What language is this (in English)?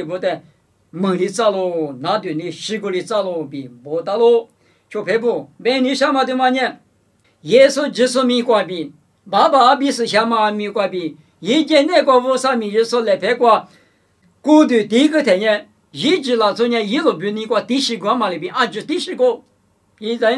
Lisu